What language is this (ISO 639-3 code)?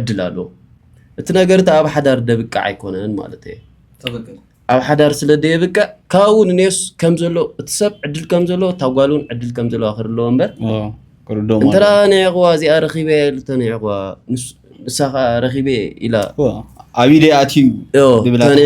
tir